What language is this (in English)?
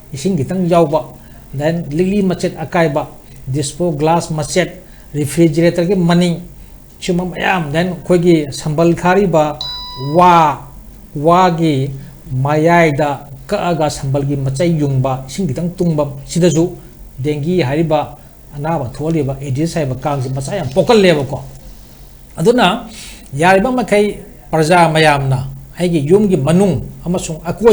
Manipuri